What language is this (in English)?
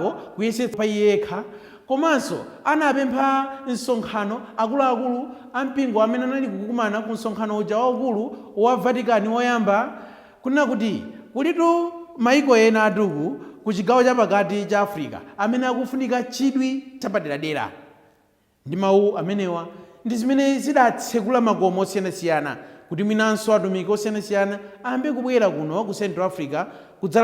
Nyanja